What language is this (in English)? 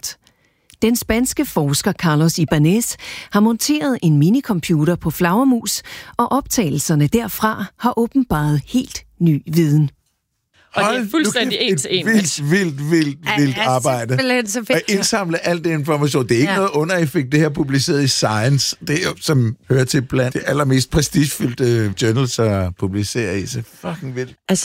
Danish